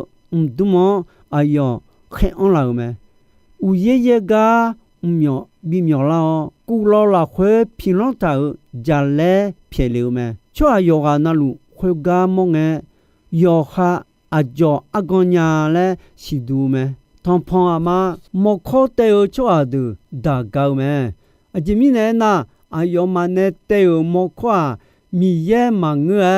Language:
Akha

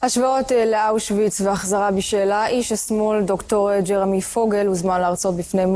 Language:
Hebrew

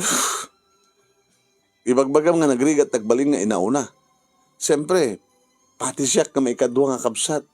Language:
Iloko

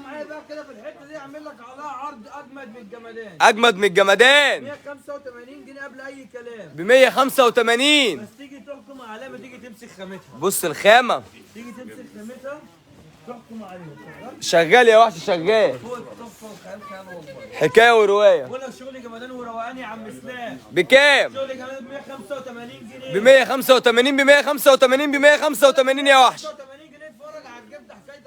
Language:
Egyptian Arabic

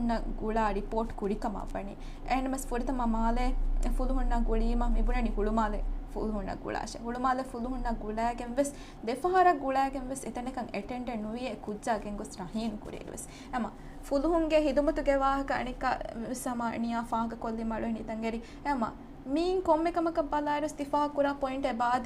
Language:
Divehi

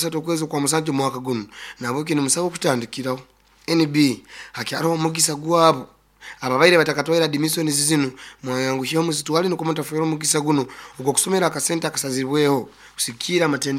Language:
Nyoro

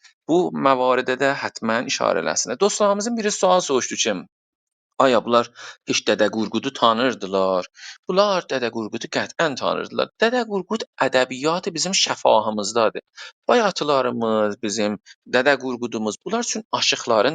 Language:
South Azerbaijani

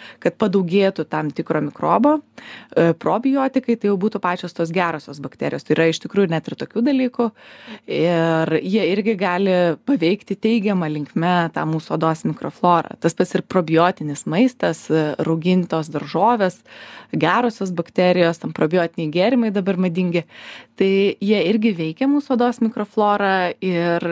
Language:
Lithuanian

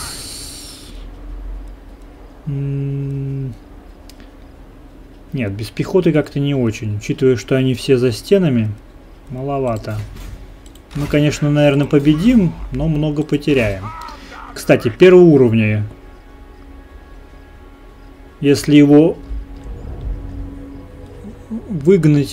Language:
Russian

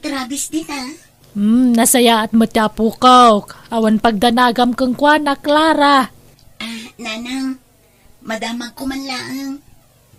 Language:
Iloko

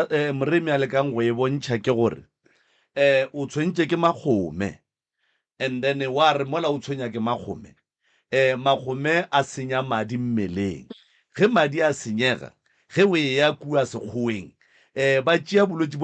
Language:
Northern Sotho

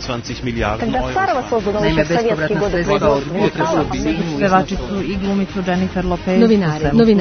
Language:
Serbian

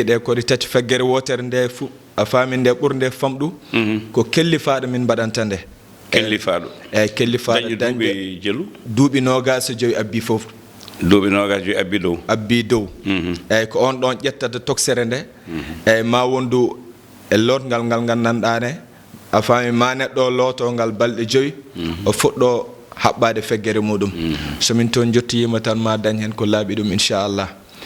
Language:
Fula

